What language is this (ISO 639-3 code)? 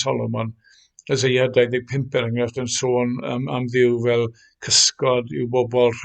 cym